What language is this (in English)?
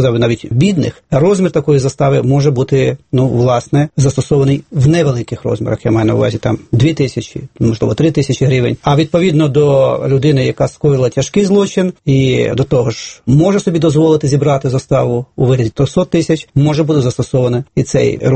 Ukrainian